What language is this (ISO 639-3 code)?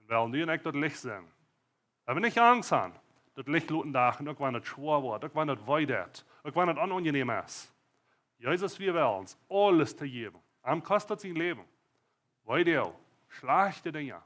pdt